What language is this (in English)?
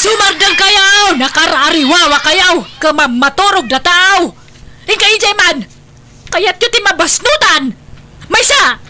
Iloko